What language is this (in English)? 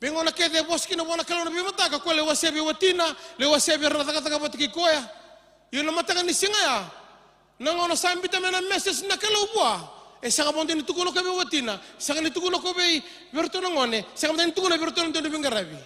Fijian